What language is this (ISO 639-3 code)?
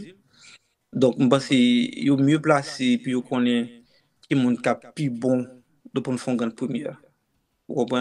hat